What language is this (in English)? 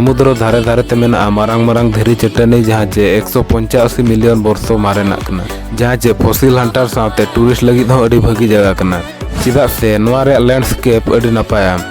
Santali